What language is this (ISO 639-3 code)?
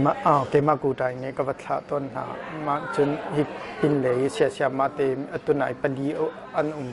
cnh